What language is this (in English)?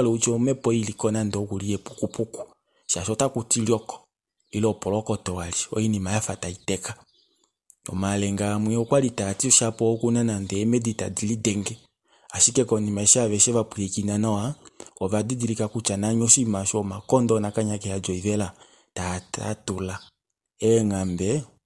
Kuanyama